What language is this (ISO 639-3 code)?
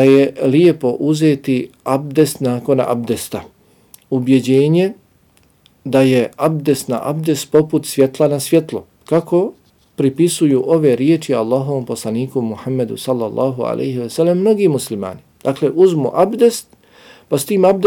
bos